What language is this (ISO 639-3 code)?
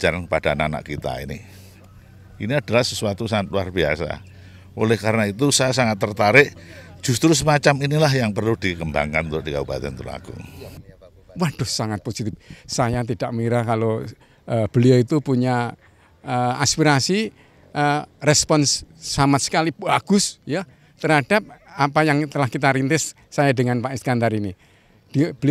ind